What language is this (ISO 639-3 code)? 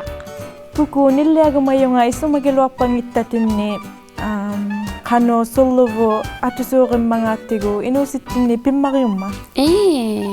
iku